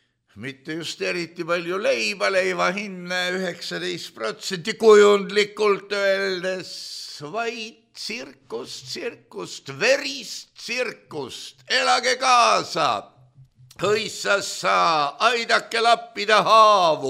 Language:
Estonian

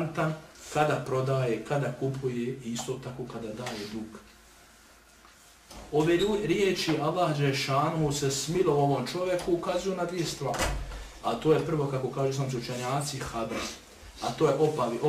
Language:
Bosnian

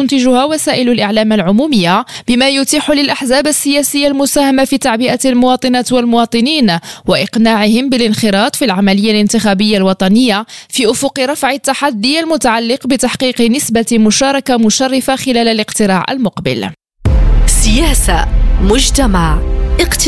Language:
Arabic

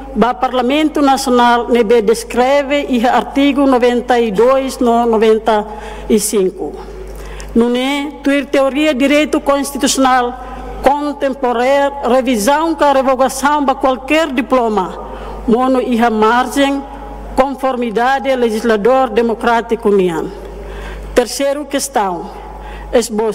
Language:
Tetum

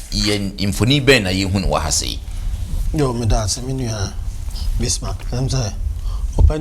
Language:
Akan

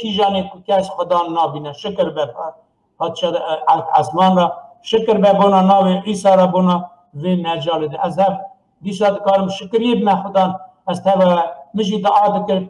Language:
Kurdish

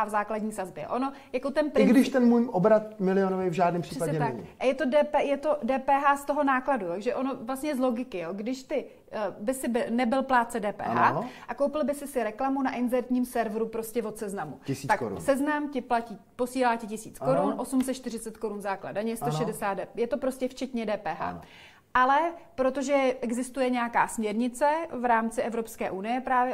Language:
Czech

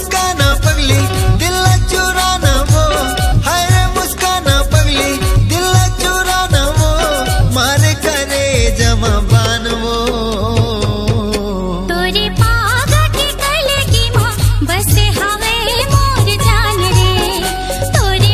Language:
Chhattisgarhi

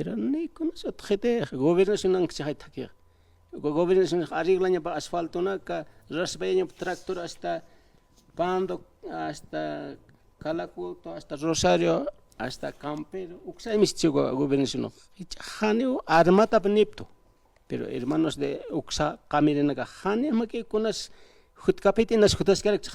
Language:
Aymara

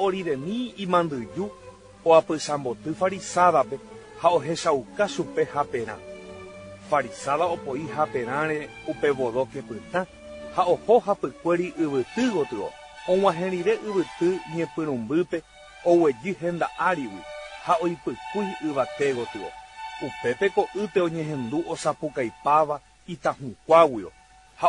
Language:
Guarani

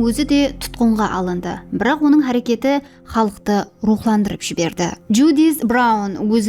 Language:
Kara-Kalpak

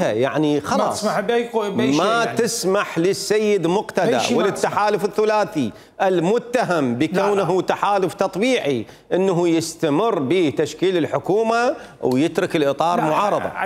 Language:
Mesopotamian Arabic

